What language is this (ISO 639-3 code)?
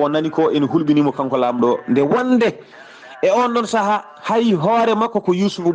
ful